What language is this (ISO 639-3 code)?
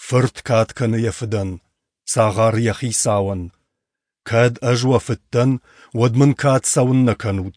oss